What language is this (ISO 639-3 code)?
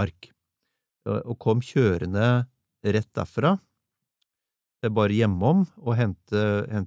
nor